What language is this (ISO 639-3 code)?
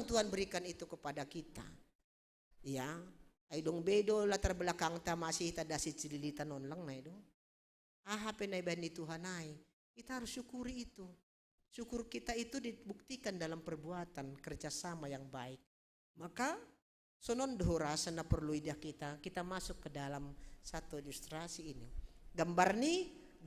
bts